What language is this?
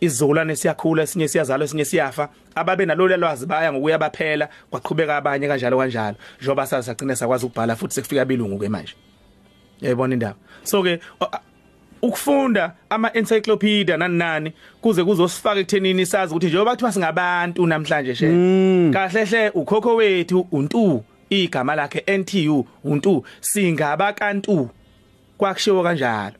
Zulu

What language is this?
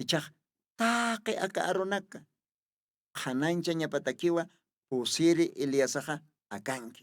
Aymara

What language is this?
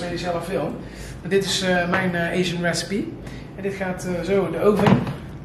Dutch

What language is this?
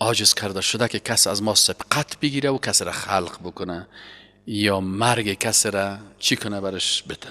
Persian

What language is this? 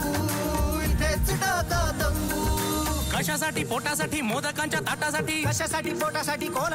Marathi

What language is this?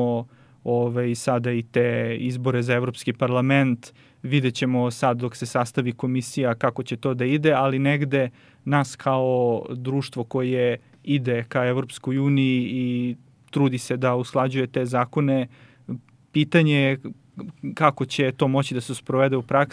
Serbian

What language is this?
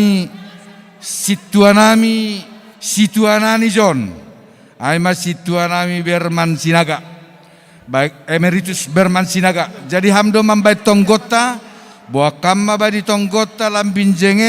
Batak Simalungun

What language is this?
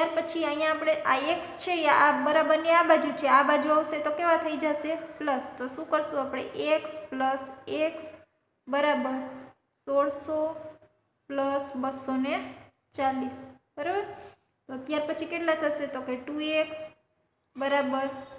Gujarati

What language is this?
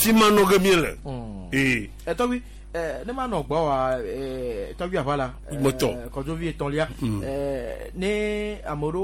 Gen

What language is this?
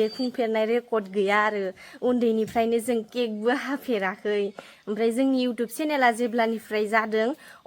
Bodo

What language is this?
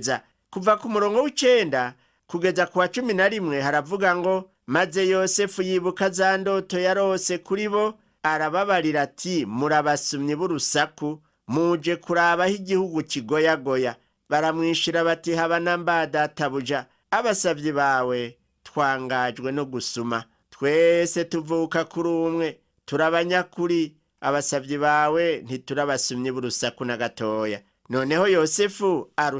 Rundi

